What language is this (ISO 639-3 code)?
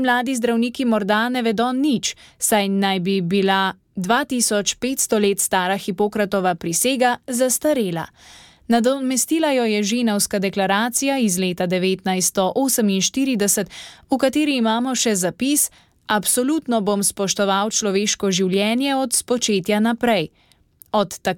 slv